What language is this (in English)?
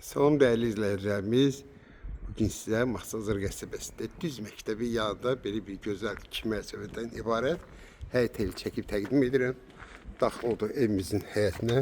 Azerbaijani